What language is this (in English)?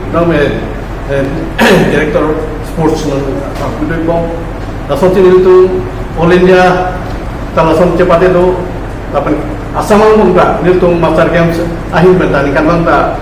Karbi